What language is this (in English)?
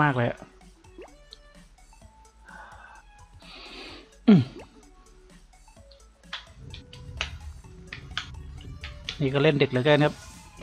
Thai